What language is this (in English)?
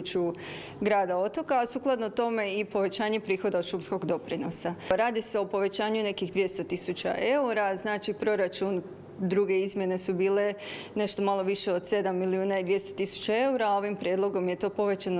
Croatian